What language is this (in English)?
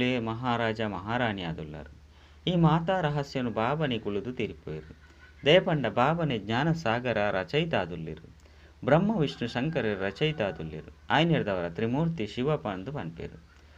Tulu